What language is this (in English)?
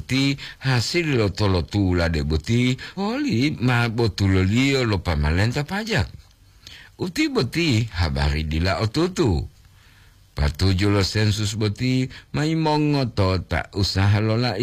Gorontalo